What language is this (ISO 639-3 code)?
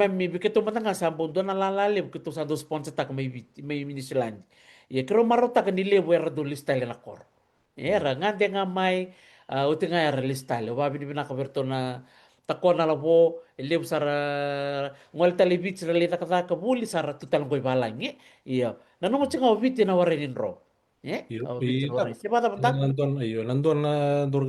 fij